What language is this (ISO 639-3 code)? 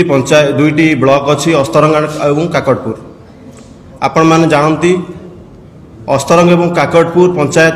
ori